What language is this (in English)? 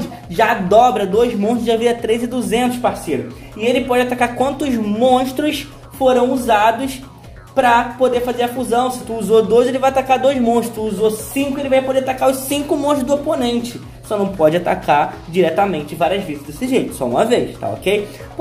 Portuguese